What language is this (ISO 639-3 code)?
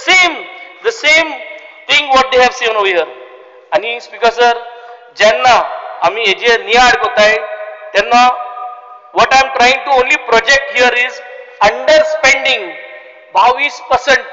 kok